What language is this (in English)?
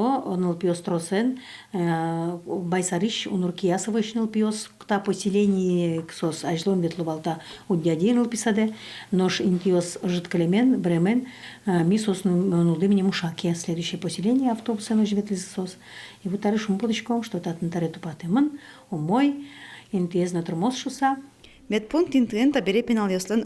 Udmurt